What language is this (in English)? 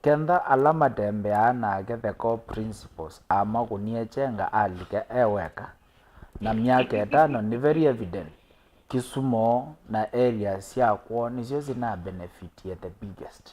Kamba